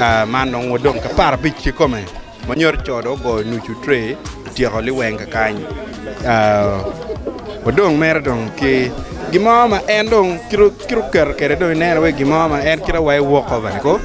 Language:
Acoli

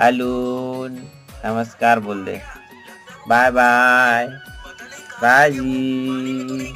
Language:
Chhattisgarhi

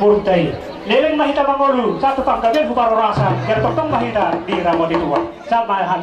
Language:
Batak Toba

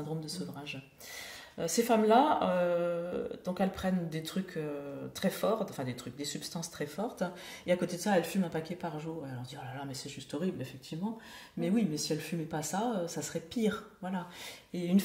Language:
French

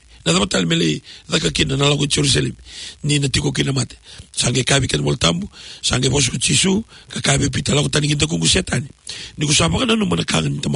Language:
Fijian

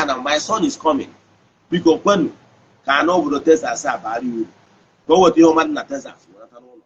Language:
Igbo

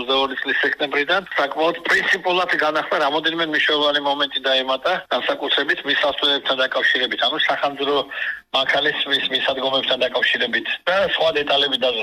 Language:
Georgian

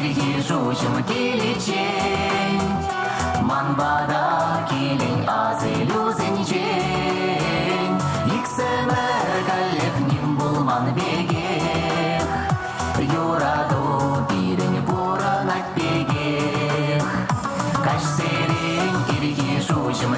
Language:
Chuvash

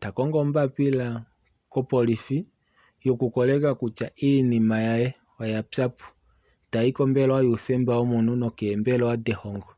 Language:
Kuanyama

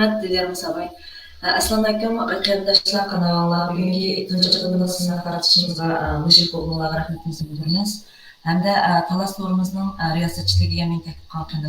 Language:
Uyghur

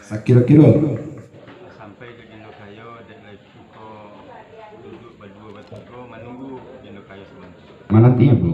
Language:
Minangkabau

